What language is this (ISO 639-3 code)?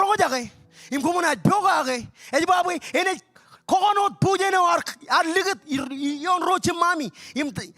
mah